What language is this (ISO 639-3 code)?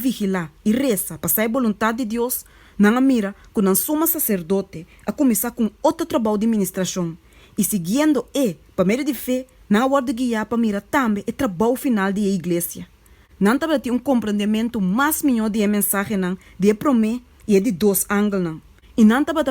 pap